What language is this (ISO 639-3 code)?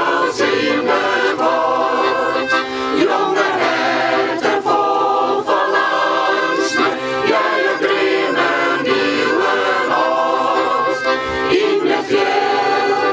fry